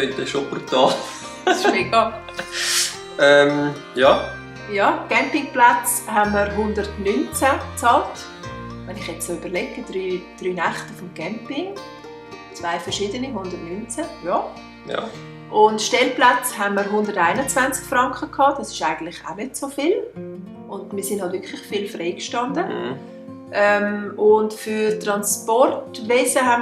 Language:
Swiss German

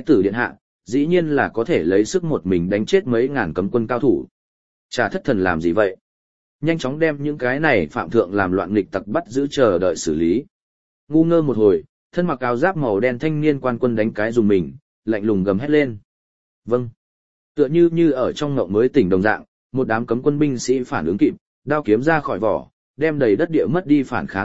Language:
Vietnamese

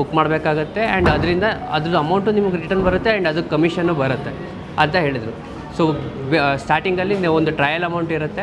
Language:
Kannada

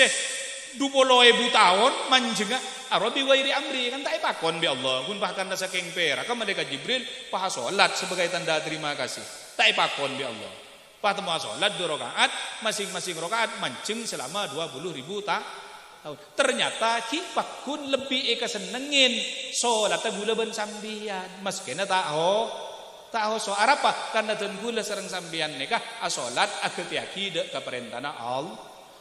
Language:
Madurese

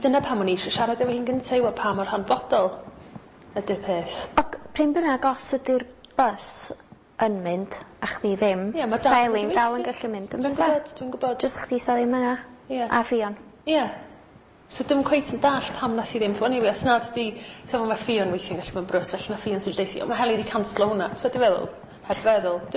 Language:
Welsh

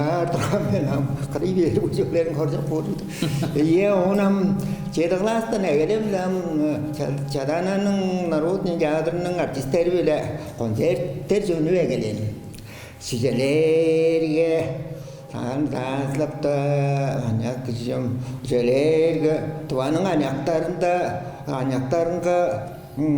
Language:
Tuvinian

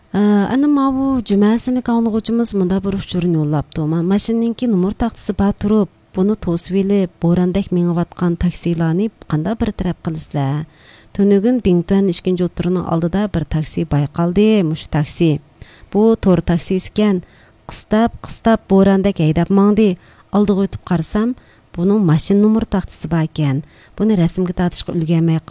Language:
Uyghur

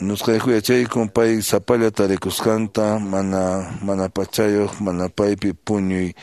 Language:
Quechua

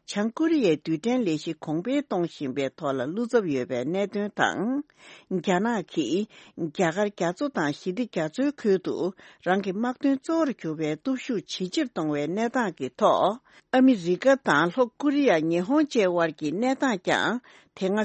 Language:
Tibetan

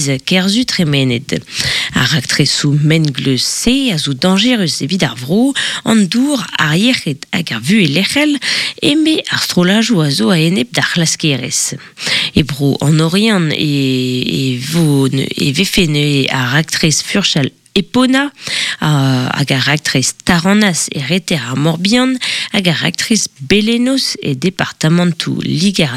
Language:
Breton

